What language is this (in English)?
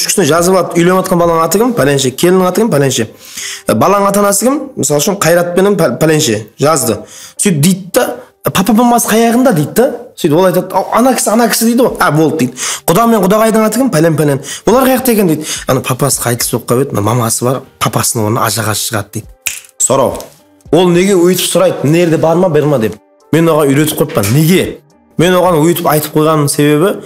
Kara-Kalpak